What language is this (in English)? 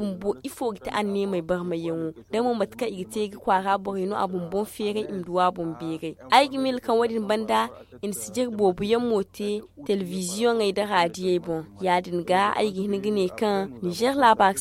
Zarma